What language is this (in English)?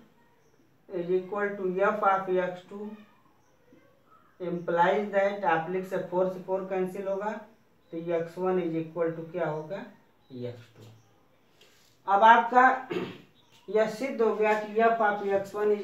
Hindi